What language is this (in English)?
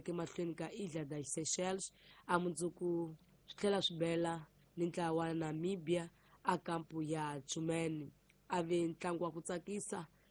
Tsonga